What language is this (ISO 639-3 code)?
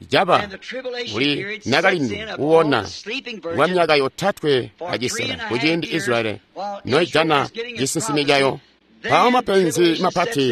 toi